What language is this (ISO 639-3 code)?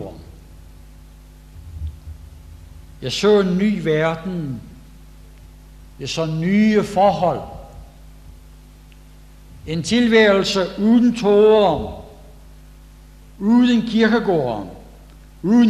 dan